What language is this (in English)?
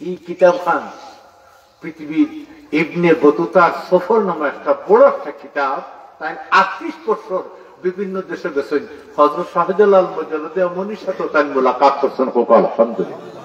Sylheti